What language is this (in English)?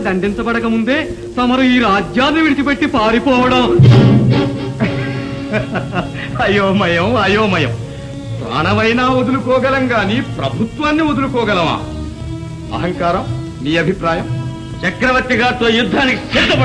Telugu